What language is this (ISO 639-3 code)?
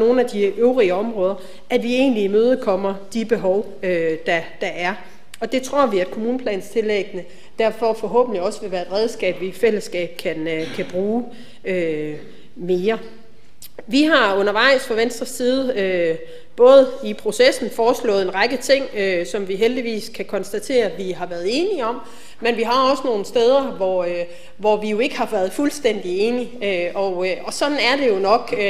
dan